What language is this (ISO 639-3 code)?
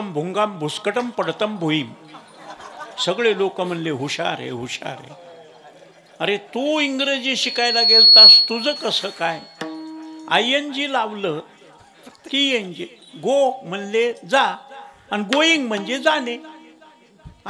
mar